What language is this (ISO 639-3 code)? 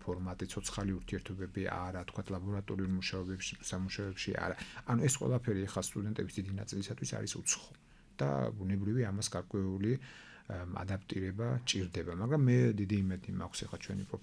kat